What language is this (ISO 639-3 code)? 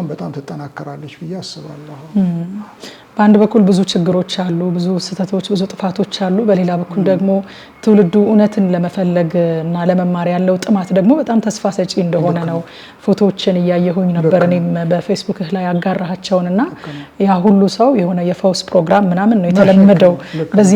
amh